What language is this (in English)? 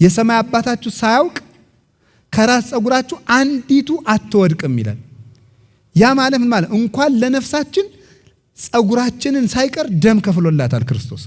Amharic